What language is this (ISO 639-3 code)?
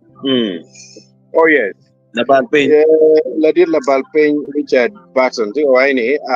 ach